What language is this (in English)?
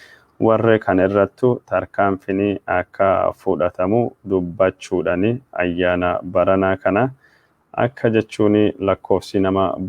Oromo